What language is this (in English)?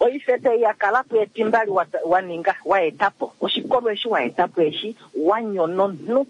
Kuanyama